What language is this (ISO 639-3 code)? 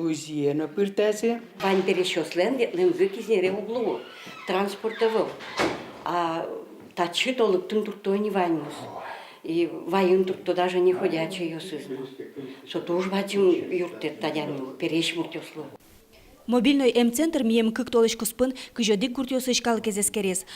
udm